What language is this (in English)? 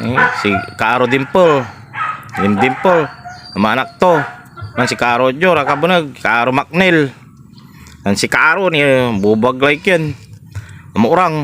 Pangasinan